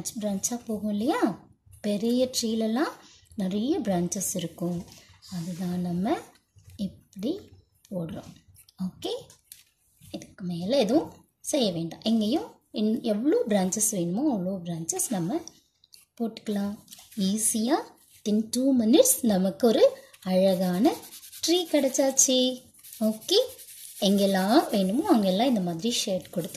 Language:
Tamil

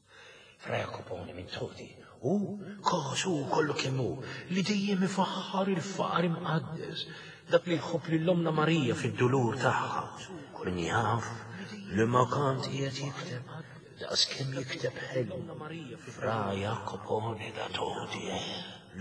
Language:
Maltese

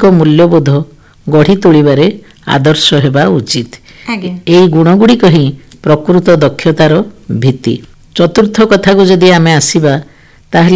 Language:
Odia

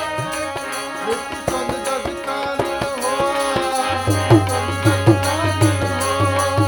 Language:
Punjabi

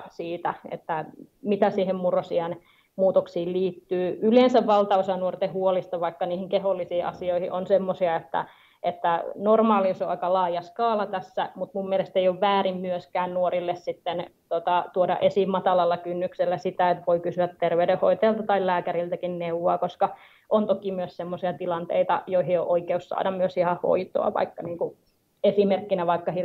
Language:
Finnish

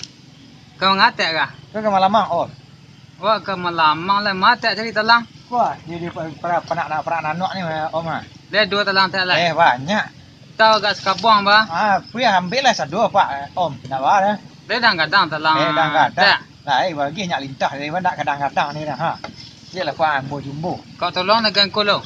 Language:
Minangkabau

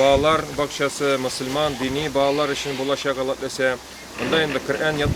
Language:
Tatar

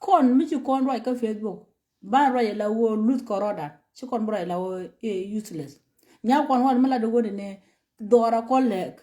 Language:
Nuer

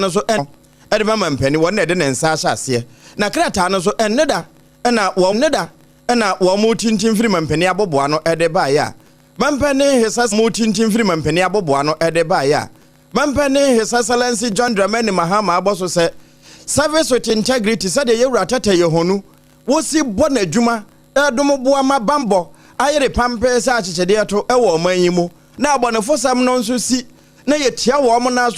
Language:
Akan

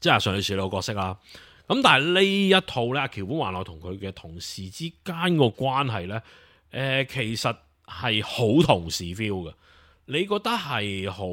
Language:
Cantonese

